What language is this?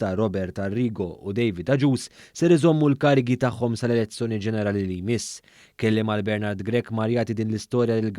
Maltese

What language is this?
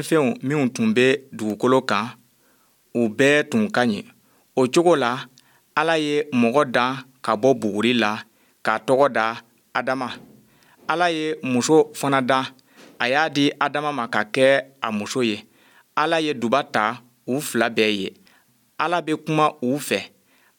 Bambara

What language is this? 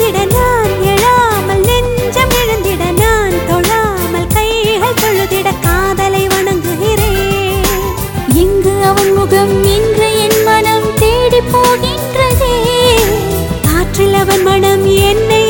Tamil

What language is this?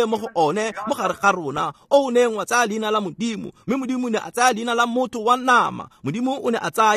Tswana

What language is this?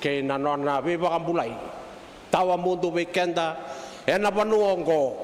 Fijian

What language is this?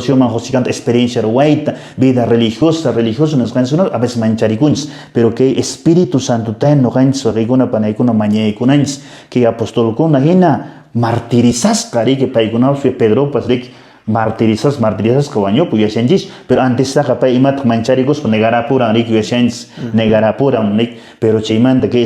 Quechua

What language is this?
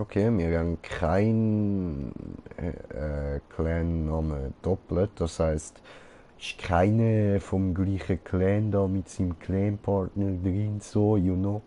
Swiss German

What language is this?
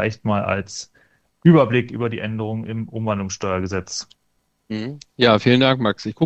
German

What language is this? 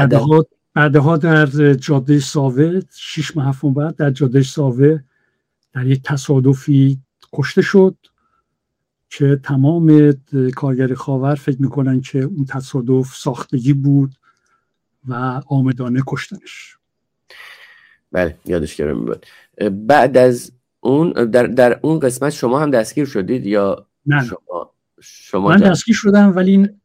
Persian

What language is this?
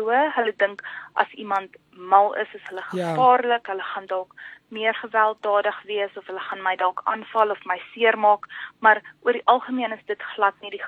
Afrikaans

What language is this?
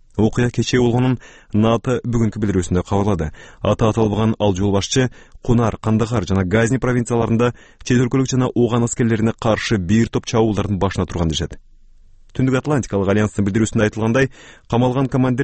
Kyrgyz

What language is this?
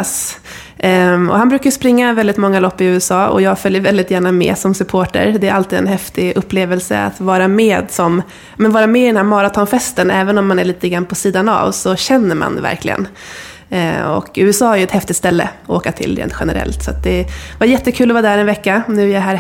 Swedish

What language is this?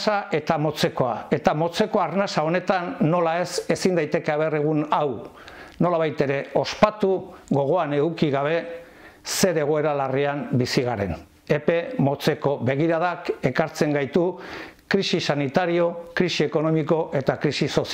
Basque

